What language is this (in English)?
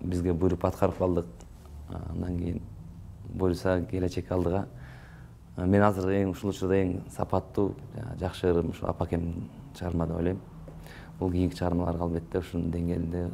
Kyrgyz